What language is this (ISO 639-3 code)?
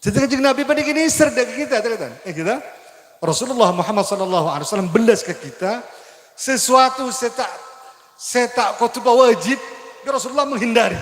mad